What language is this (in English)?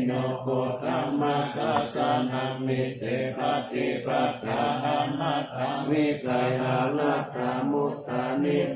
Pali